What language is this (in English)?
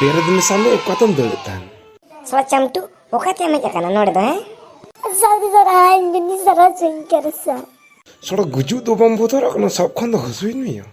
Santali